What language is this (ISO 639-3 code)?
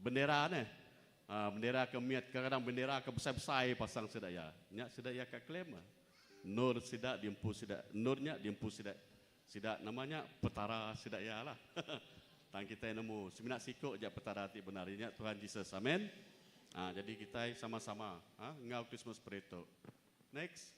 iba